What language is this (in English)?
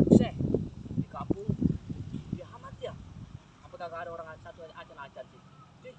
Betawi